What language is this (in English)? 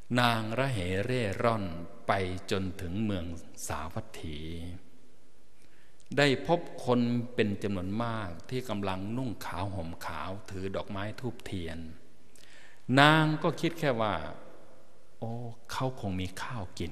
Thai